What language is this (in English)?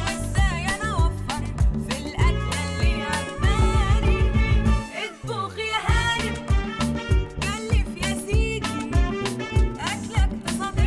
Egyptian Arabic